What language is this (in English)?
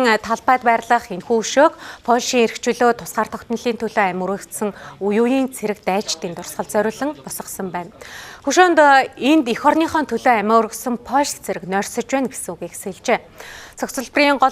Mongolian